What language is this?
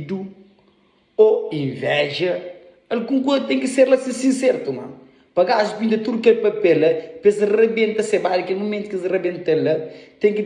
Kabuverdianu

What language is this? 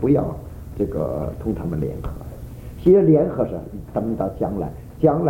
Chinese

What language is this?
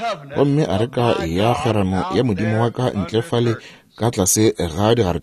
Northern Sotho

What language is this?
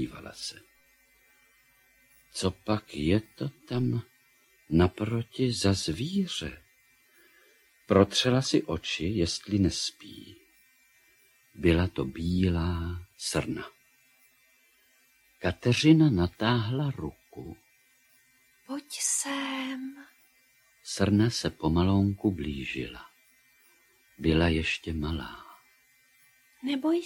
Czech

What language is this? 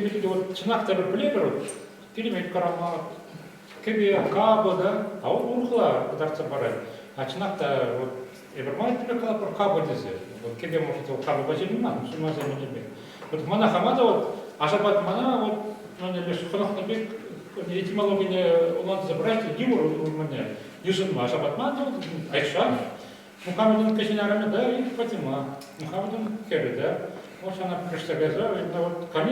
Chuvash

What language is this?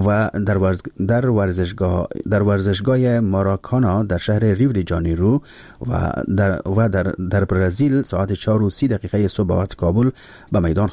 Persian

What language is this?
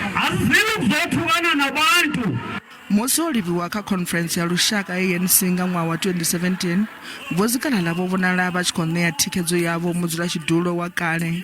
Venda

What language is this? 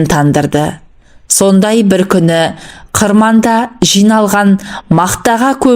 Kazakh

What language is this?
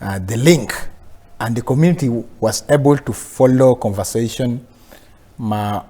Acoli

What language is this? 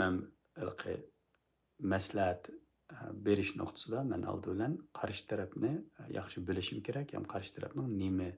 Uyghur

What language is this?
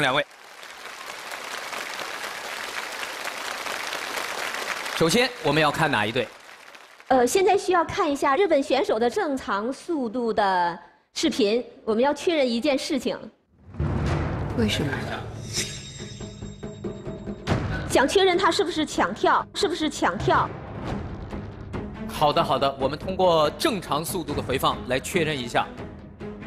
Chinese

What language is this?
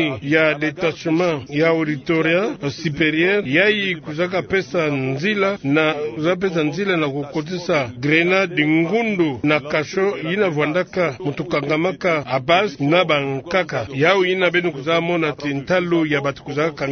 Kituba (Democratic Republic of Congo)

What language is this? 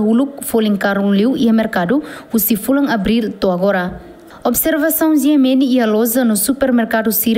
Tetum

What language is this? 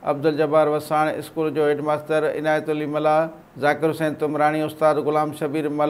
Sindhi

